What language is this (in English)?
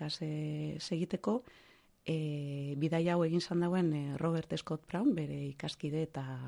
Basque